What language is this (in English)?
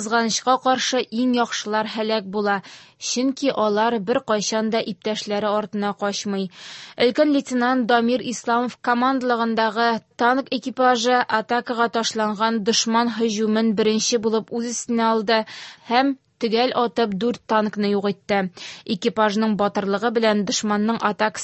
Tatar